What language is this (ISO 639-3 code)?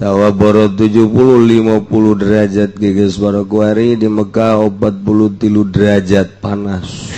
sun